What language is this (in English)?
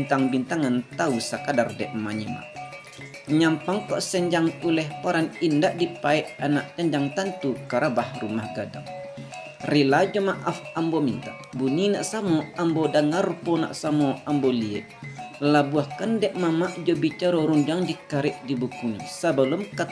Minangkabau